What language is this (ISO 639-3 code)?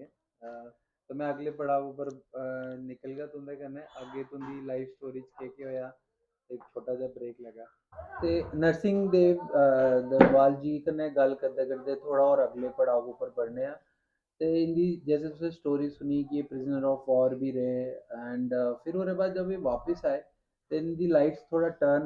doi